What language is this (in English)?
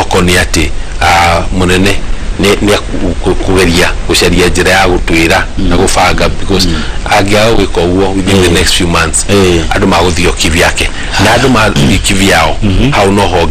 Kikuyu